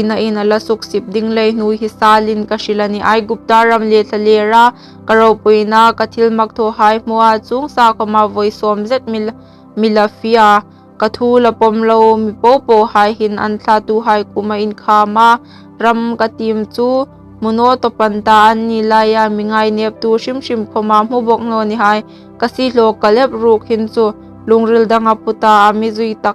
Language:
Hmar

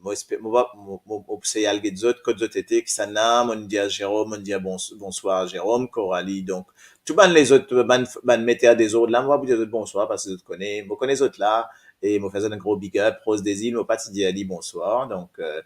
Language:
Morisyen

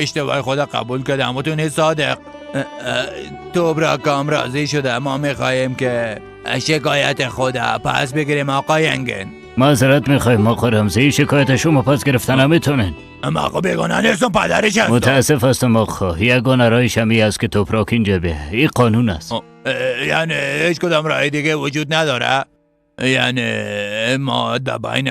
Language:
Persian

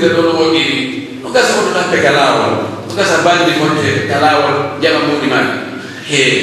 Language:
Pular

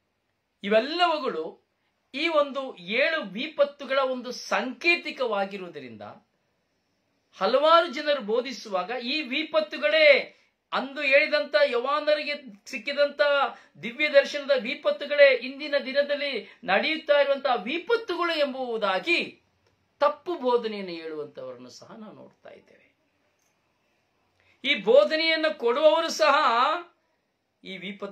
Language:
Kannada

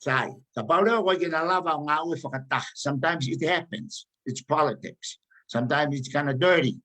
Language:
Tongan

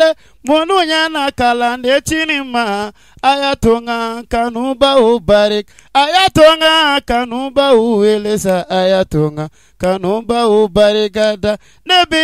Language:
Bambara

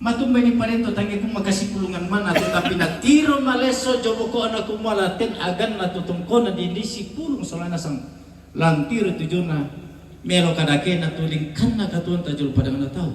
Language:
Toraja-Sa'dan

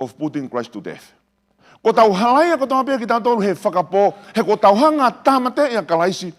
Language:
Tongan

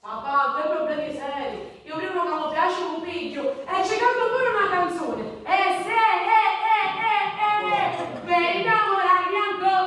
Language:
Sicilian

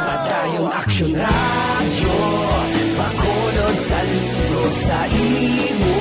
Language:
Hiligaynon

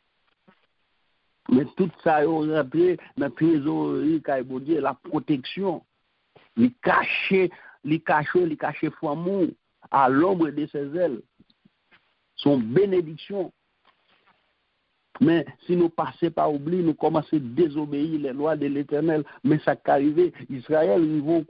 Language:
Haitian Creole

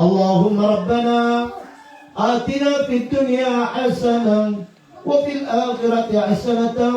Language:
Maranao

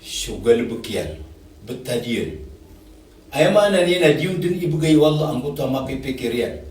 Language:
Maranao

